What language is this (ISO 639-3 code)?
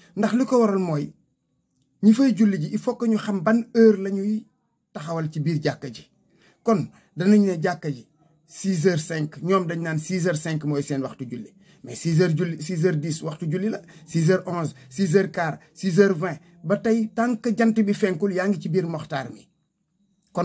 wol